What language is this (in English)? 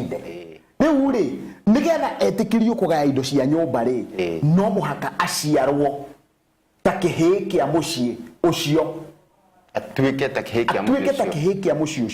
Kikuyu